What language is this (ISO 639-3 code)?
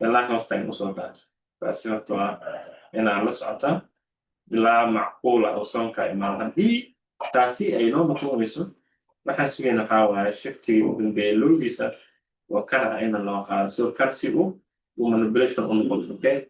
som